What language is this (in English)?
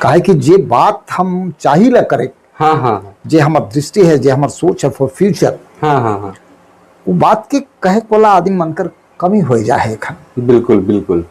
Sadri